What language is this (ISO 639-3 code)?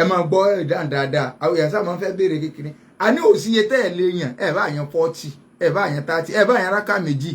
yor